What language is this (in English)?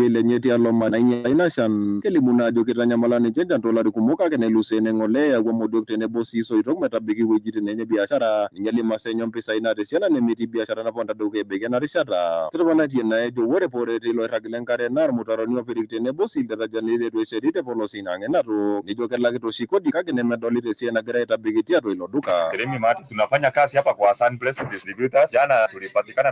Masai